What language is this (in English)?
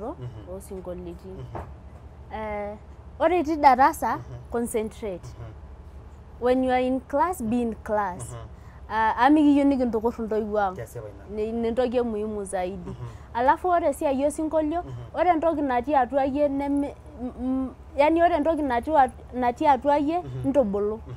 Masai